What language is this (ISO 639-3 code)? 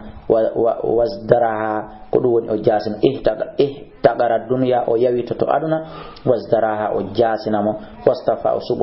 ful